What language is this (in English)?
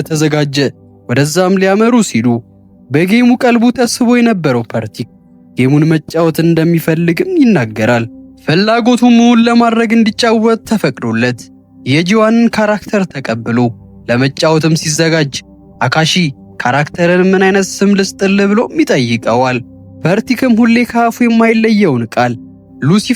Amharic